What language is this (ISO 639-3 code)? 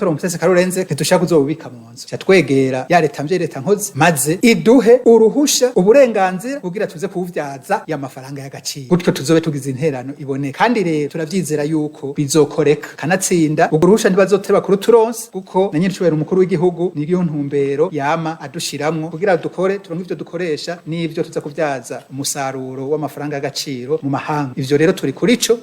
run